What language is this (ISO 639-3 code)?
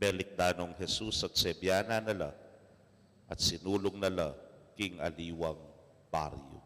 pam